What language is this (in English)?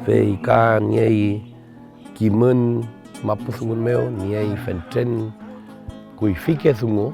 Mapuche